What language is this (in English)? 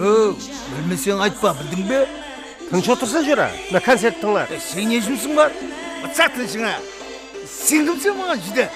Kara-Kalpak